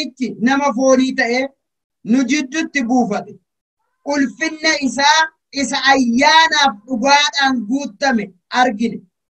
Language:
Oromo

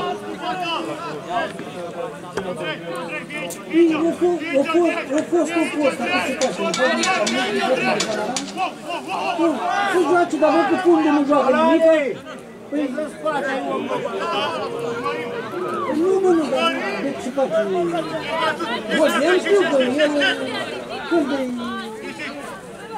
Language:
Romanian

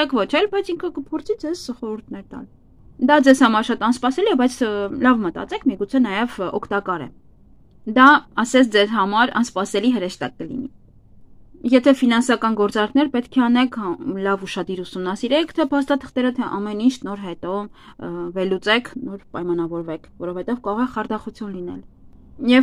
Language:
Armenian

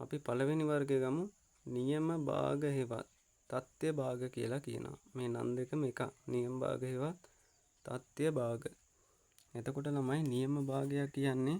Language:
Sinhala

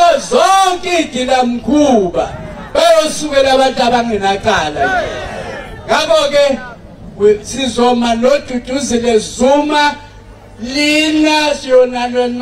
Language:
Zulu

